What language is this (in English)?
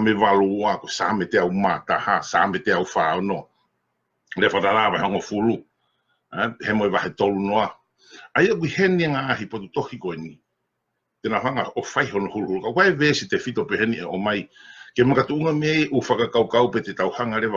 Tongan